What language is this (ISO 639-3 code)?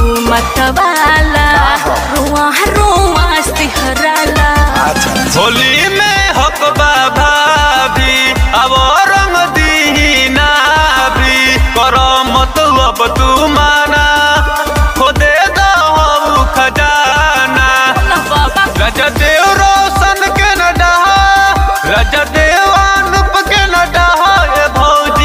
bho